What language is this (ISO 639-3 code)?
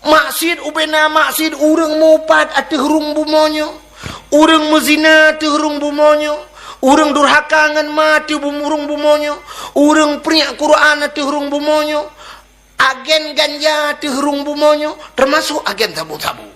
ace